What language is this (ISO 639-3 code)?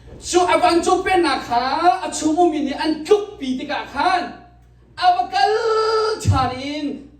cnh